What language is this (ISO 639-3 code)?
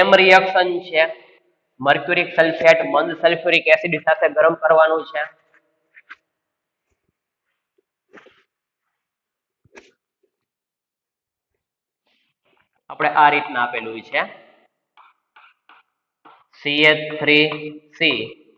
guj